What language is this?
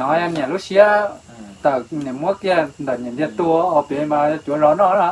Hmong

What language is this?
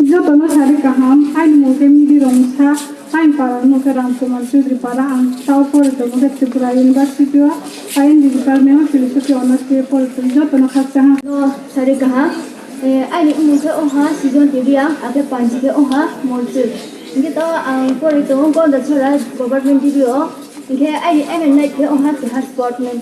Riang (India)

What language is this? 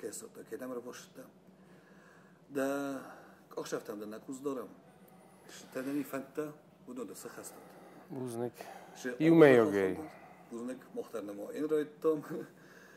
Persian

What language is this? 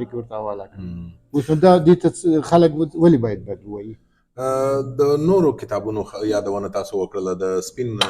Pashto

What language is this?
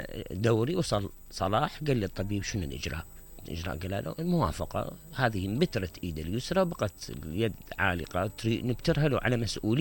Mesopotamian Arabic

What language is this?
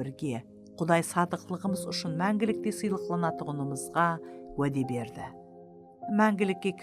Kara-Kalpak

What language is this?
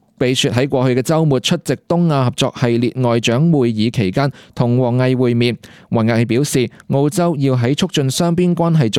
Cantonese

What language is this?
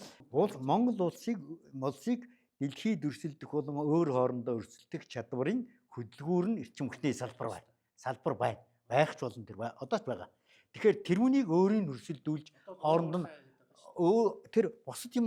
Mongolian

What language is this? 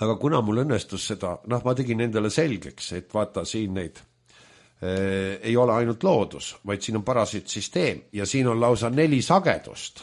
Estonian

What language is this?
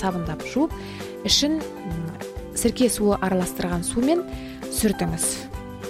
Kazakh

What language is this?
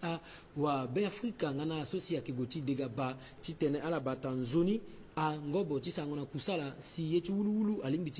Sango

